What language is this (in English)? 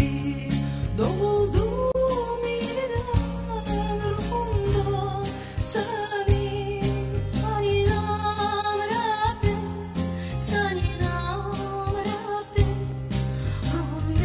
South Azerbaijani